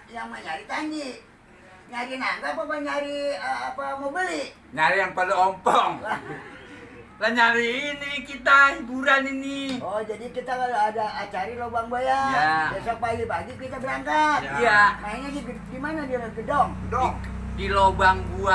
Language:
Betawi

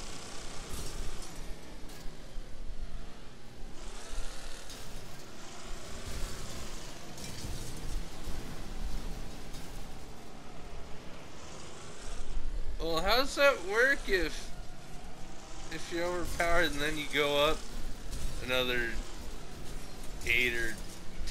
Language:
English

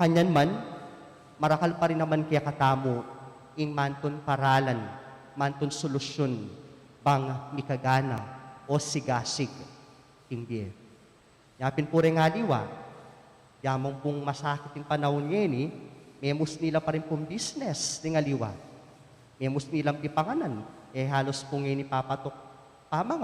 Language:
Pampanga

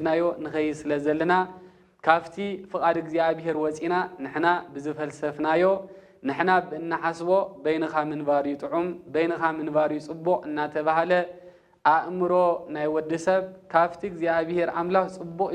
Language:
Tigrinya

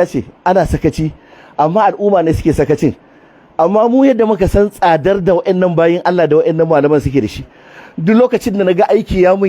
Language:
Hausa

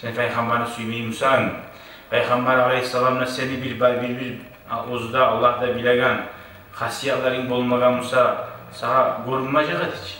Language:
Kumyk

